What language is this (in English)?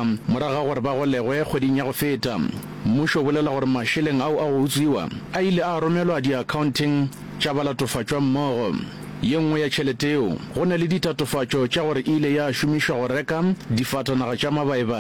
Northern Sotho